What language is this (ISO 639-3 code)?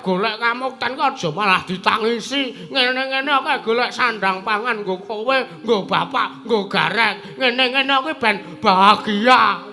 jav